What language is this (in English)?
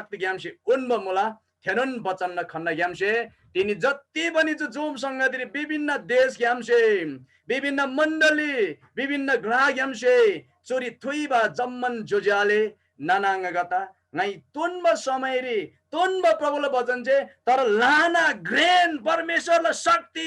Eastern Tamang